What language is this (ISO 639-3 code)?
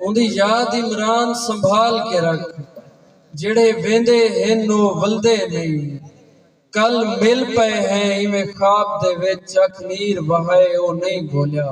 skr